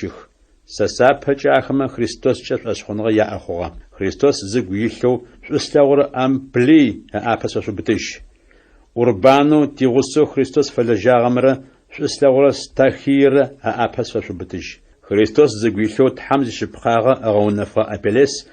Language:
Adyghe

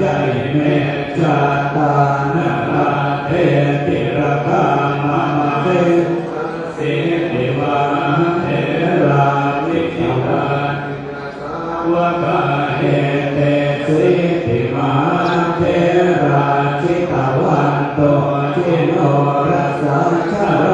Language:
Pali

